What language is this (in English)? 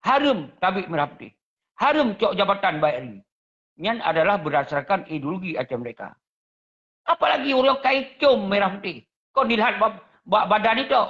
Achinese